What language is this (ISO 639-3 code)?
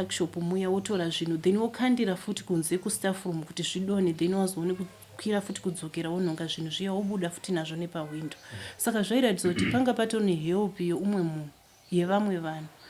sna